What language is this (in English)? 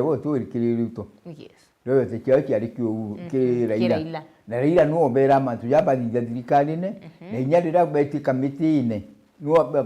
Meru